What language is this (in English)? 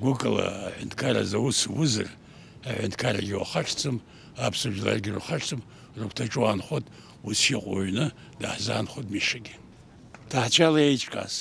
Abkhazian